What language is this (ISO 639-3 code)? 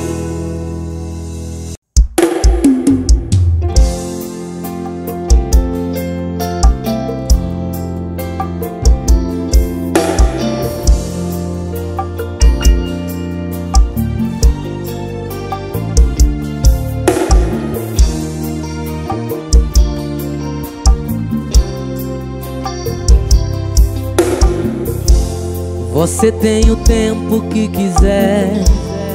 por